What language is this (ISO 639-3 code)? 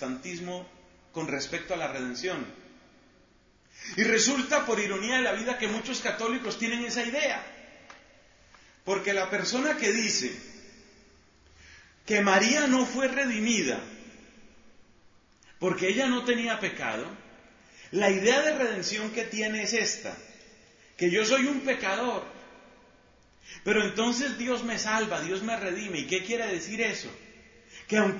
spa